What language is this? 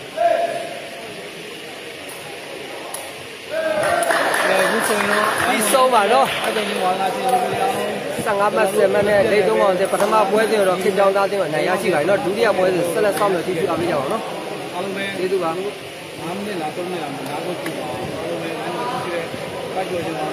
Burmese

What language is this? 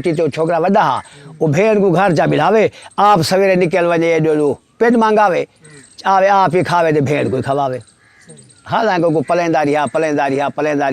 Saraiki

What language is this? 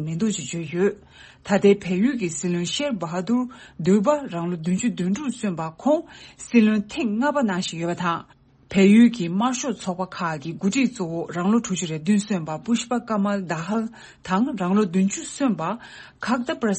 Tibetan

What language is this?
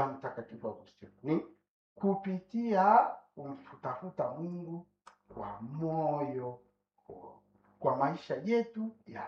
Swahili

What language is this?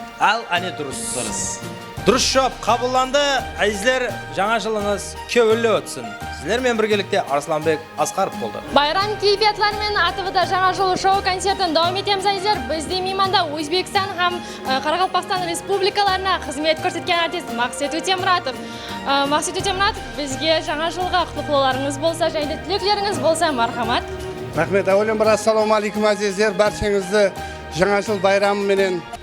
Kara-Kalpak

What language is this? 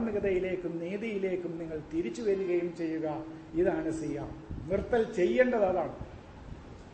Malayalam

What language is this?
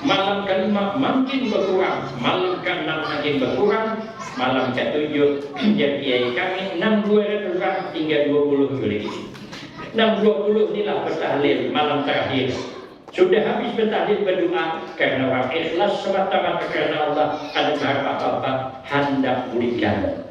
Banjar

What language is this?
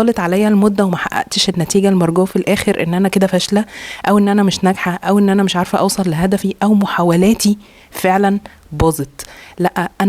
Egyptian Arabic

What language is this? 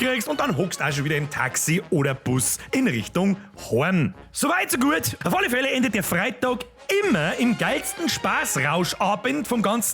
Bavarian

